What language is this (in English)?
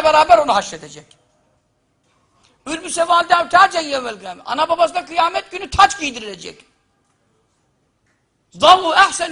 Turkish